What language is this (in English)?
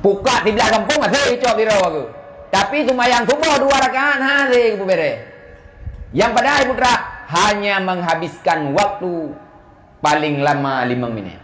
Achinese